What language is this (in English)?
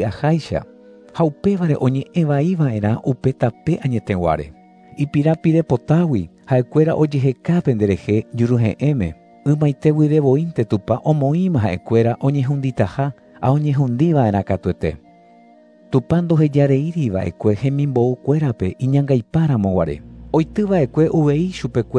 Guarani